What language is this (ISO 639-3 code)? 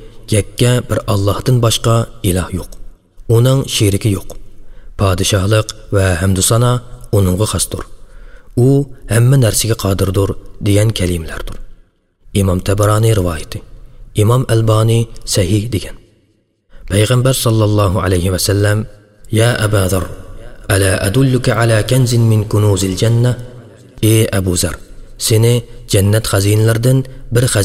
uig